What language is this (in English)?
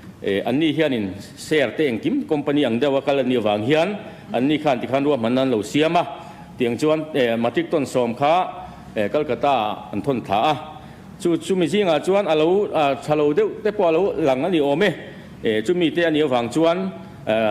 Mizo